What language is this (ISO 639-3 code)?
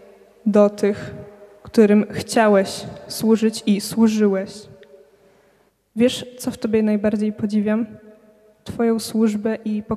pol